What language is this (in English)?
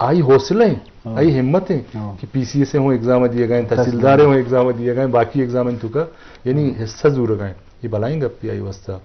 Eastern Balochi